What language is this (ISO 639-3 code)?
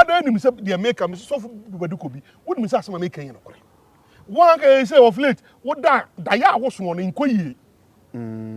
aka